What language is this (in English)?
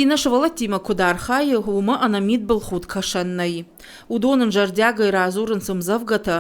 Ossetic